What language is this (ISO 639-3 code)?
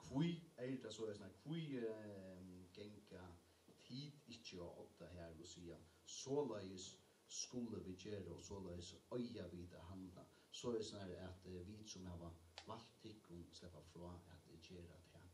fao